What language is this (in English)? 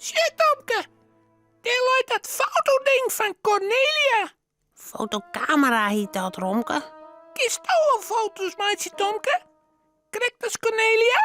Western Frisian